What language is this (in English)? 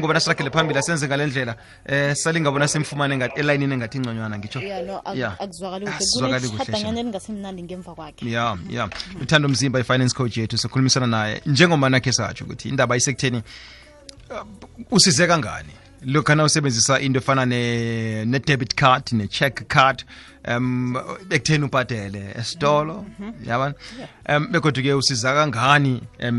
South Ndebele